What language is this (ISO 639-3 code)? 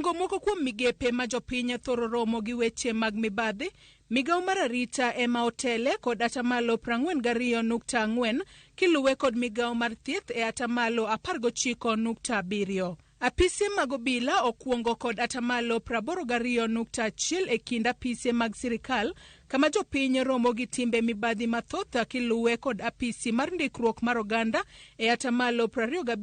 luo